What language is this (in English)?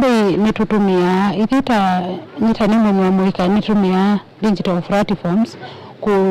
Kamba